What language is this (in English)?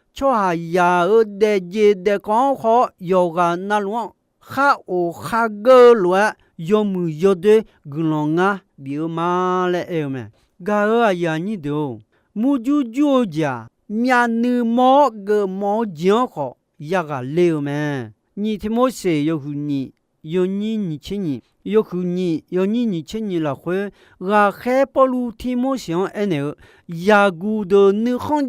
Akha